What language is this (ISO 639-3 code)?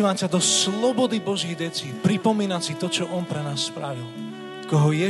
slk